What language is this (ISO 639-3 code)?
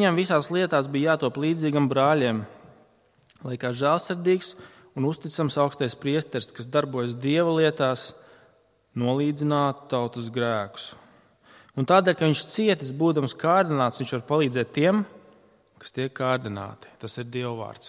lav